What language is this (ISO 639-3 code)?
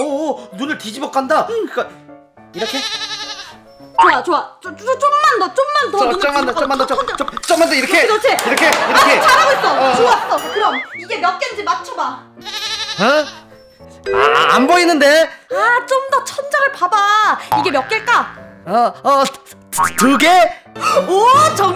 kor